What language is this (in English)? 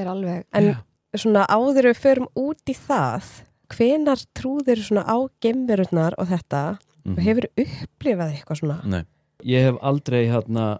Icelandic